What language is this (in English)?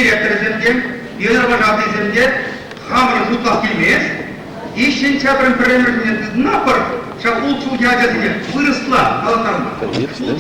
Chuvash